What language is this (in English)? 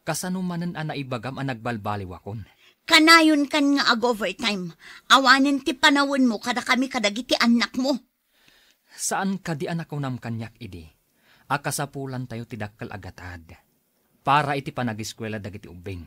Iloko